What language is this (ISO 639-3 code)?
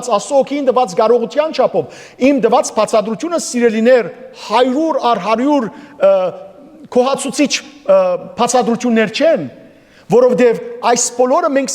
hyw